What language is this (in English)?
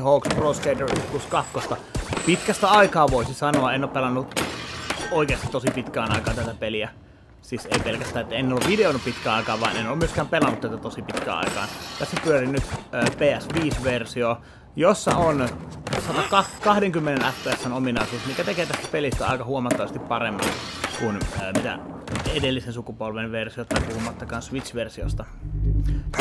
Finnish